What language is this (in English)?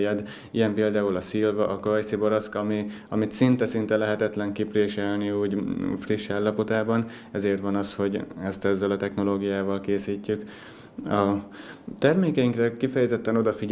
Hungarian